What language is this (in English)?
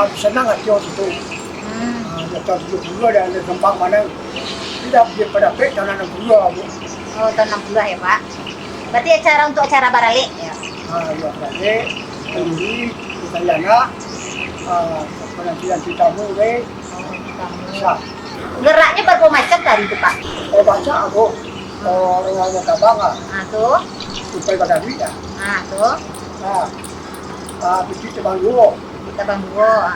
Minangkabau